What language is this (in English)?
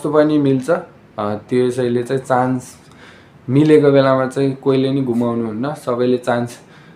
Nepali